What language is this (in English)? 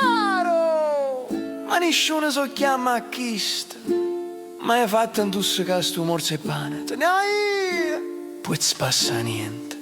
Neapolitan